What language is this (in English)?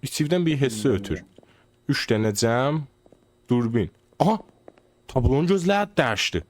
South Azerbaijani